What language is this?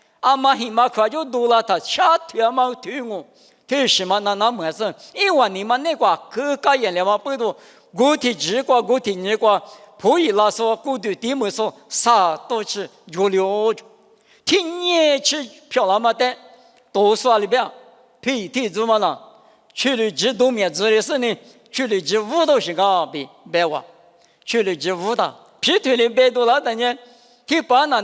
Lisu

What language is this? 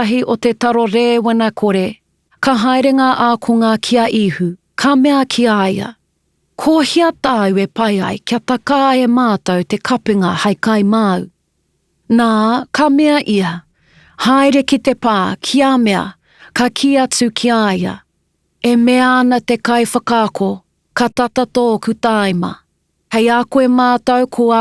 Māori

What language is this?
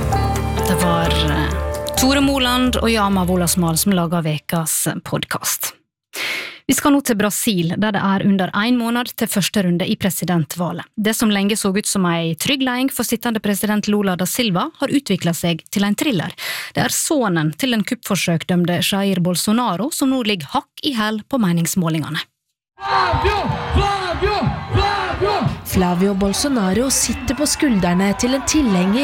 Norwegian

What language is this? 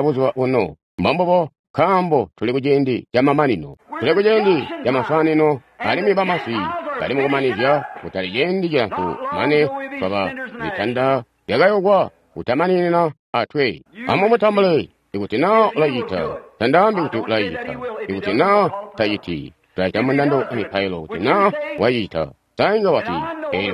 Tonga (Zambia)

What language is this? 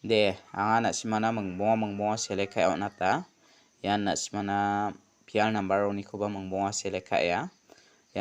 Garo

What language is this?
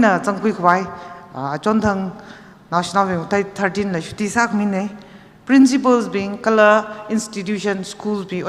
Tangkhul Naga (India)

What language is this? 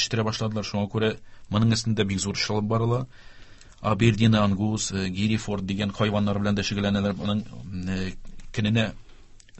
Tatar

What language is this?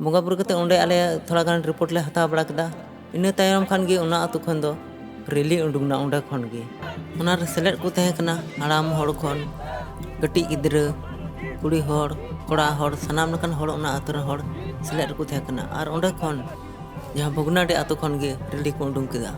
Santali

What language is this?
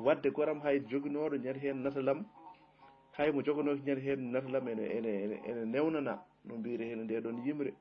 Fula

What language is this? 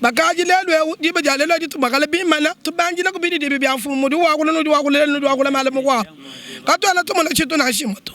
Luba-Lulua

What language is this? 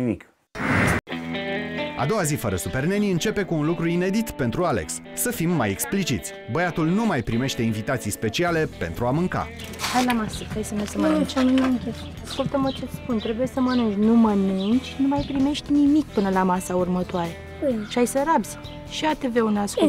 Romanian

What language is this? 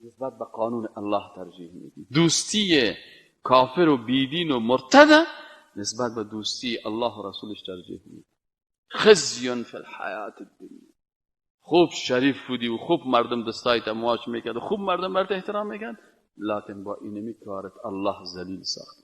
Persian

